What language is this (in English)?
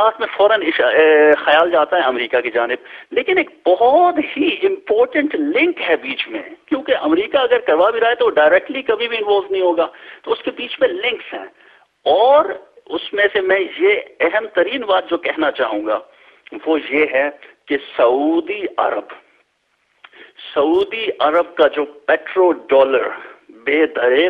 Urdu